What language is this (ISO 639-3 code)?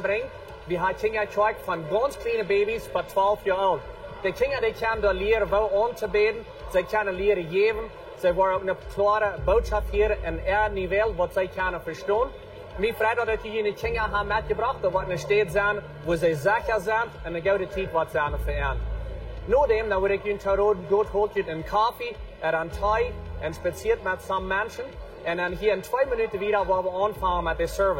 pdt